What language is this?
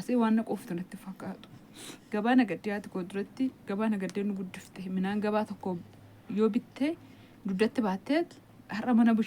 Oromo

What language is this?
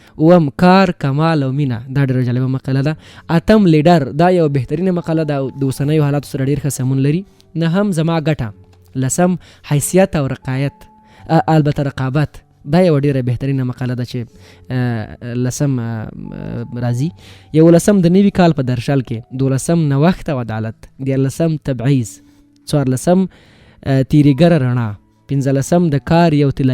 Pashto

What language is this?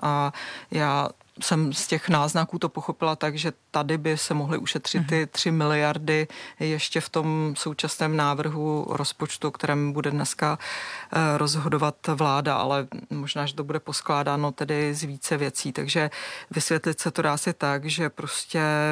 Czech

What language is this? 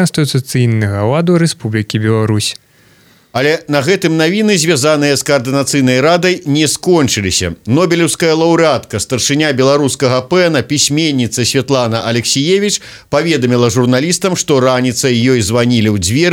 Belarusian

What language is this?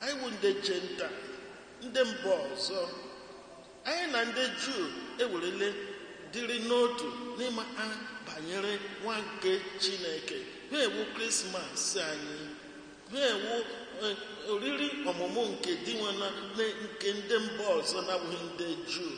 Igbo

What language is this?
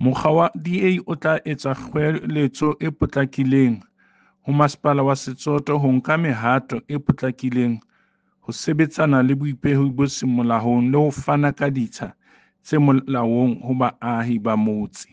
Southern Sotho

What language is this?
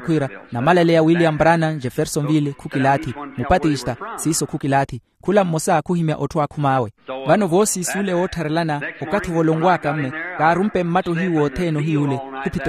Makhuwa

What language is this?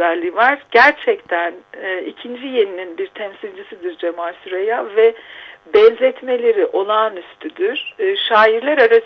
Turkish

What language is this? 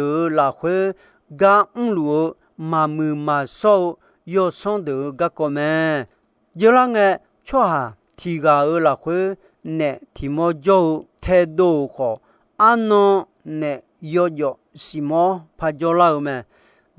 Akha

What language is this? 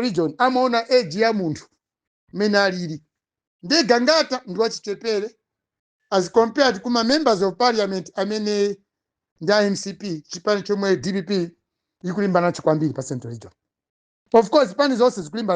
Nyanja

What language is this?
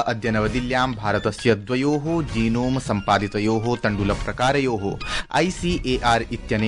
Sanskrit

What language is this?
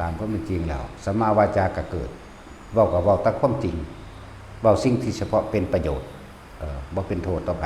Northeastern Thai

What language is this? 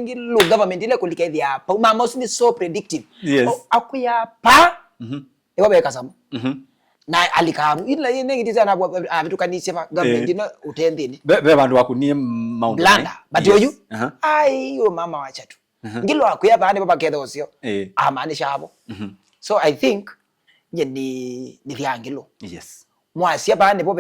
Kamba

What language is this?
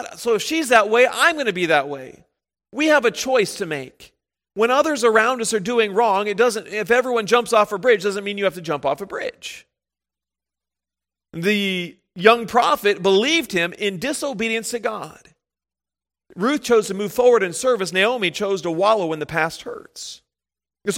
English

